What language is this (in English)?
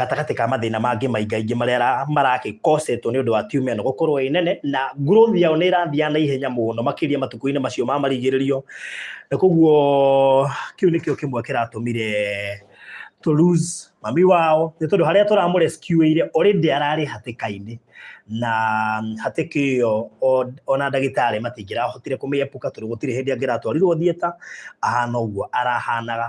Kikuyu